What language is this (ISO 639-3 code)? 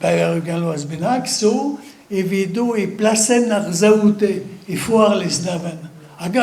bre